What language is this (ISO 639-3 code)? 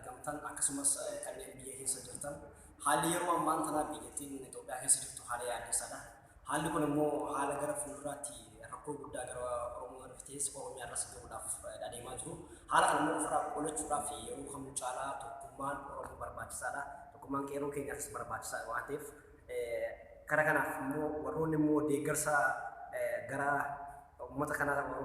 orm